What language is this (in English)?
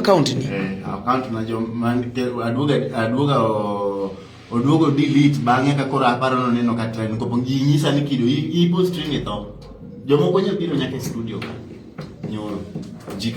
Luo (Kenya and Tanzania)